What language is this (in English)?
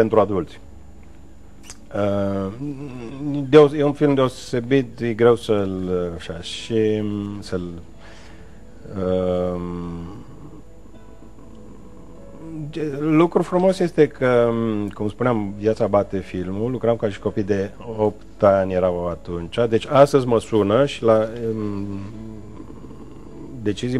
Romanian